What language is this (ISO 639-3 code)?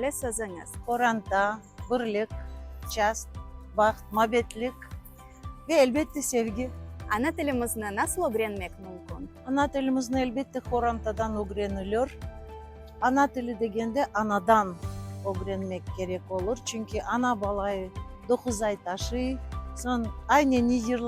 crh